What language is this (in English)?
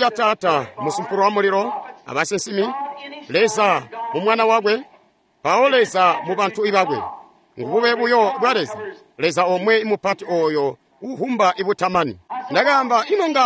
Tonga (Zambia)